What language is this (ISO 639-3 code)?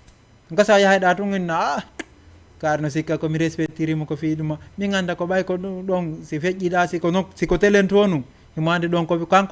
ful